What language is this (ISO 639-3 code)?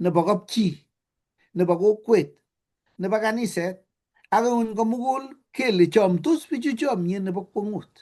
kln